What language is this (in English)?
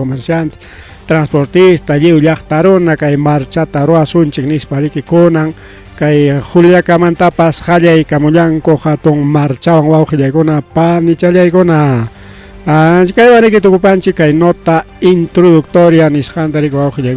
Ayacucho Quechua